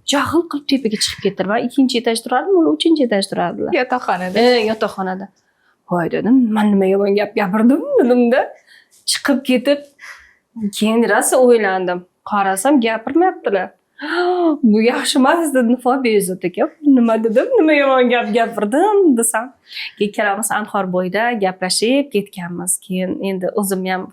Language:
Uzbek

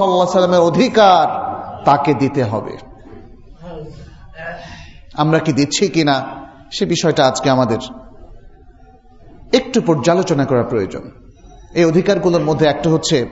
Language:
Bangla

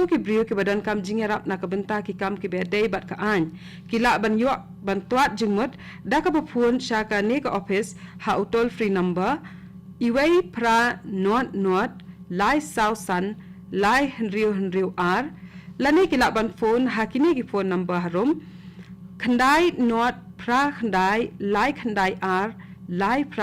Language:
Khasi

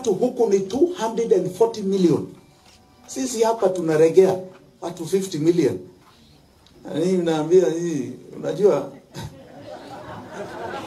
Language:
Swahili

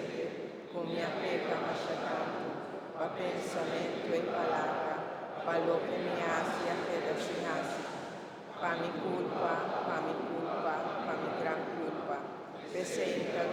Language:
Papiamento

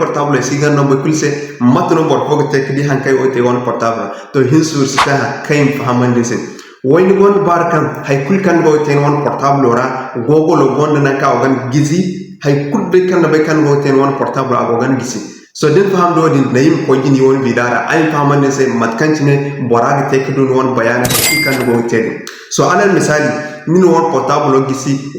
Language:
Zarma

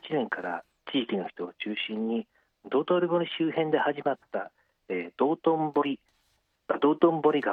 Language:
Japanese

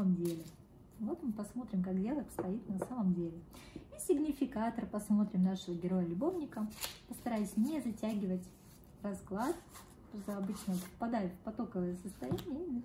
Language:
Russian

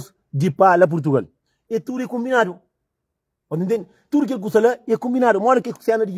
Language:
Kabuverdianu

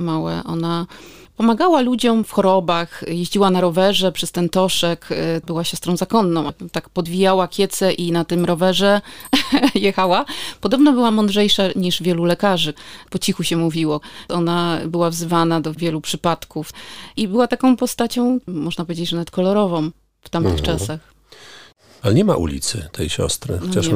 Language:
Polish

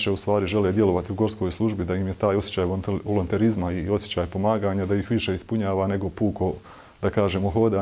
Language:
Bosnian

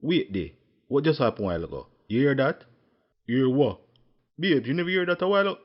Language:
Jamaican Creole English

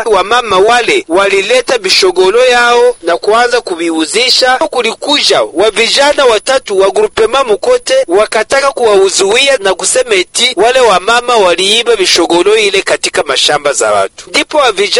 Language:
Swahili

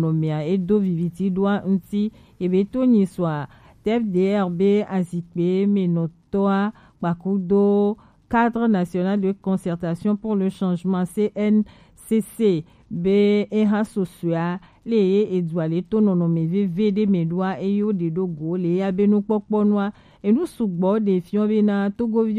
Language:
Gen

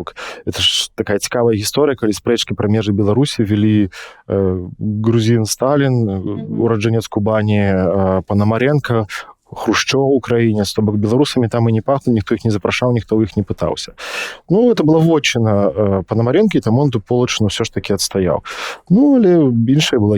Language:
Belarusian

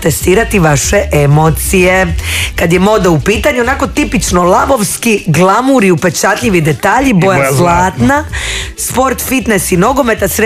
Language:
Croatian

